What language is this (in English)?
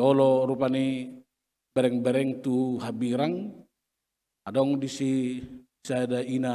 Batak Toba